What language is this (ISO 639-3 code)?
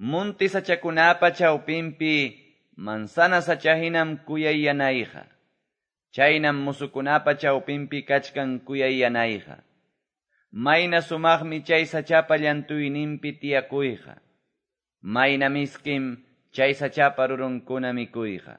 que